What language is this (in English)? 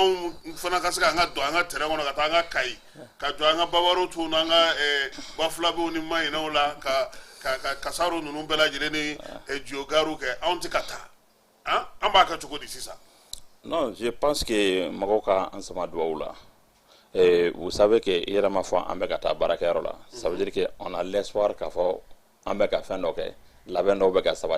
Bambara